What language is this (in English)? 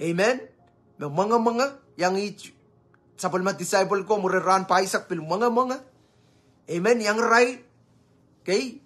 Pohnpeian